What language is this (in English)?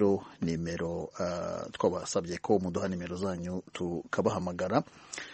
Kinyarwanda